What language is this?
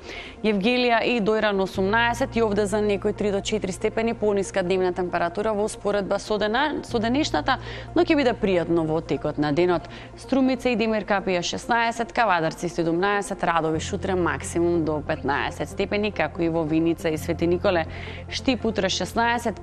Macedonian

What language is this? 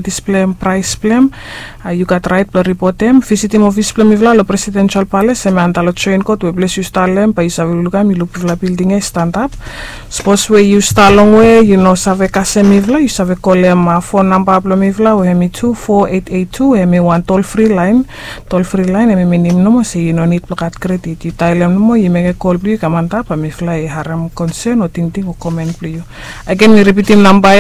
Bislama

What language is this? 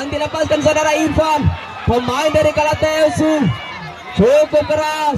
Indonesian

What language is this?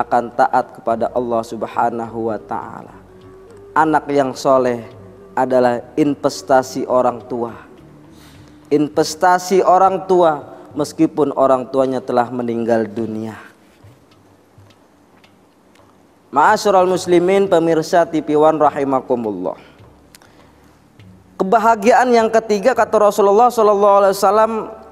Indonesian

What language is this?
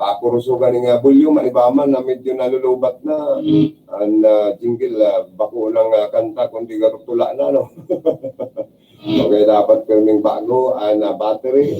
Bikol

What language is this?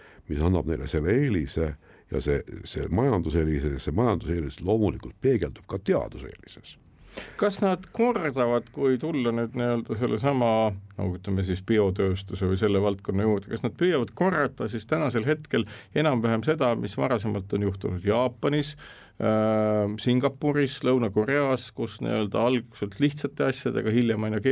Estonian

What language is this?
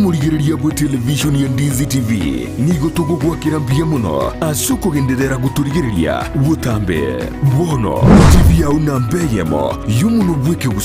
Gusii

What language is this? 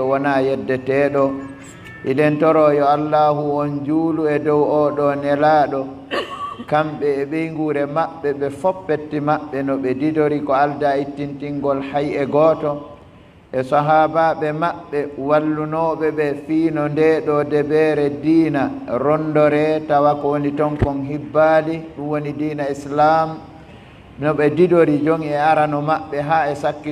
Fula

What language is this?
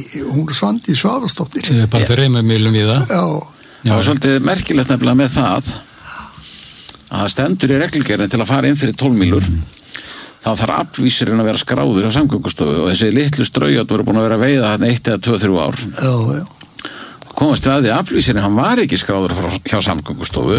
Icelandic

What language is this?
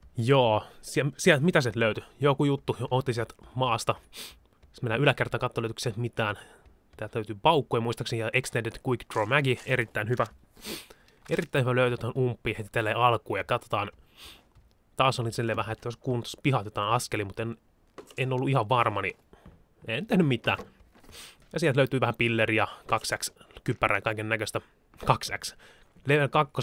Finnish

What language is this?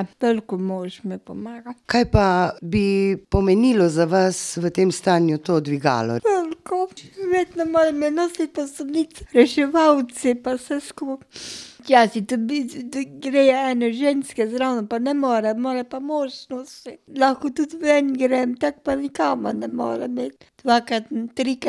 Slovenian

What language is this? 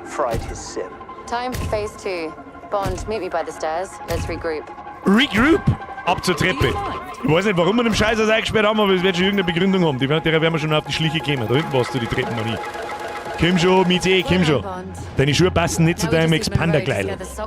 Bavarian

